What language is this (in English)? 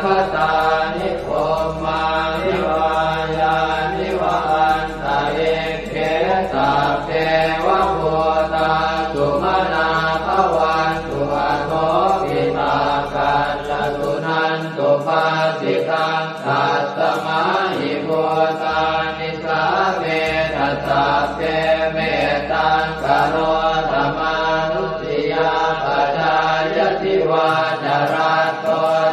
Pali